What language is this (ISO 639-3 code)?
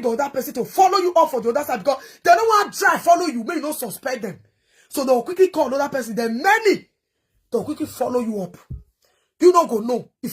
pcm